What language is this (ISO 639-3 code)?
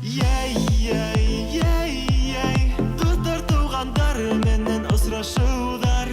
bak